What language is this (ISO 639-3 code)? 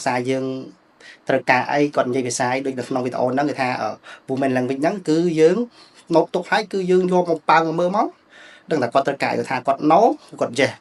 khm